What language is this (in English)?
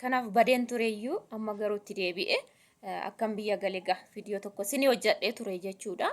Oromo